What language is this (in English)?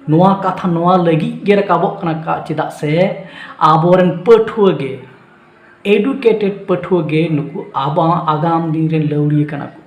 Santali